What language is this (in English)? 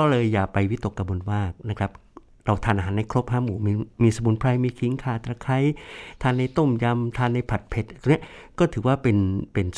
Thai